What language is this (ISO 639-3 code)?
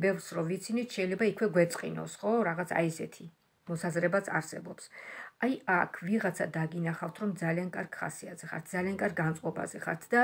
kat